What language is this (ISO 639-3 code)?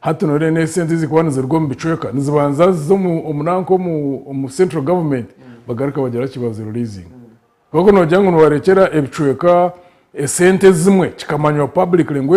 nyn